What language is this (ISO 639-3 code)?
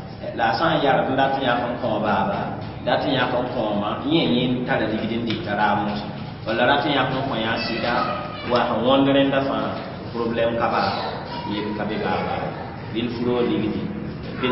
mos